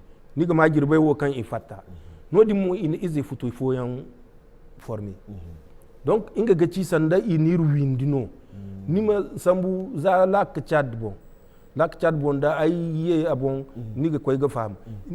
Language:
Zarma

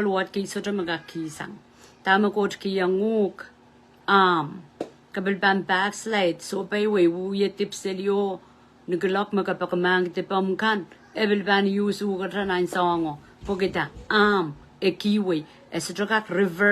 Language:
Pohnpeian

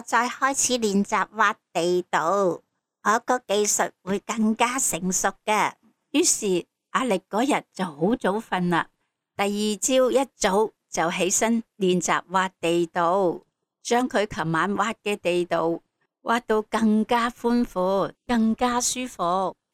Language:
Cantonese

